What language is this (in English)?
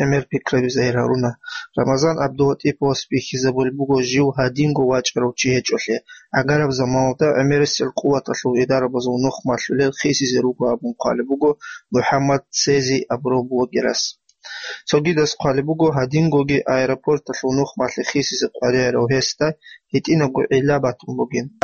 Avaric